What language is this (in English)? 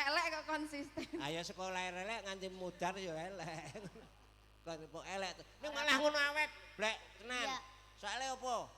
Javanese